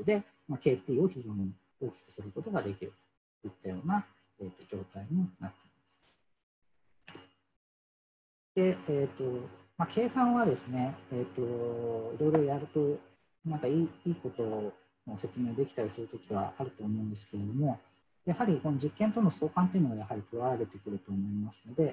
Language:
Japanese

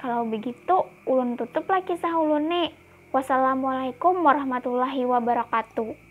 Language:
Banjar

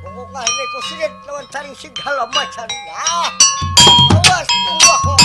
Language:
Banjar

